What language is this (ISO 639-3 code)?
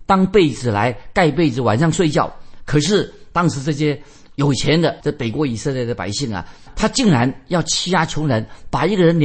zho